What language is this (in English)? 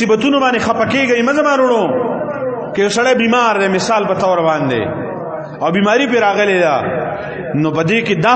Pashto